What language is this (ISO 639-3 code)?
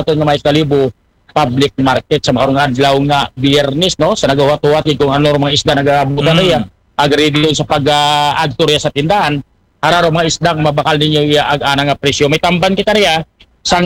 akl